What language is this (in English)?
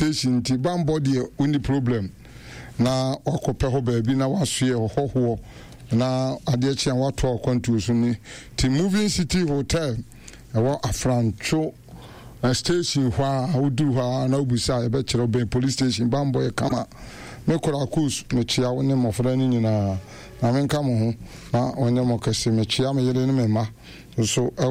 Akan